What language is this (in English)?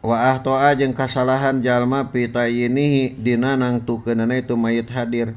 Sundanese